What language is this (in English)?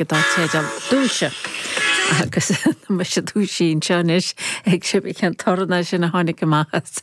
Irish